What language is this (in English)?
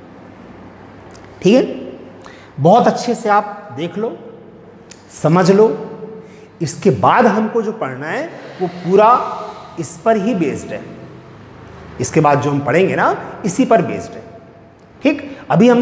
Hindi